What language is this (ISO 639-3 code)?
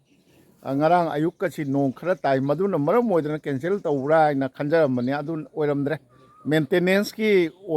mni